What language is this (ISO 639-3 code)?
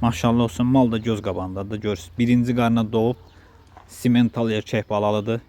aze